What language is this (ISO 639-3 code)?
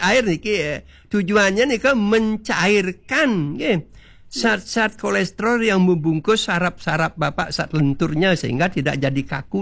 ban